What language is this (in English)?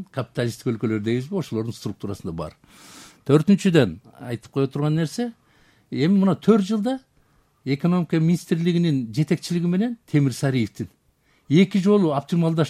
Kyrgyz